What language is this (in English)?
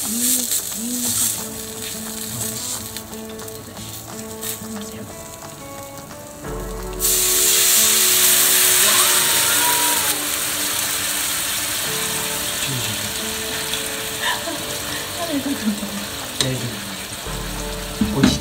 Japanese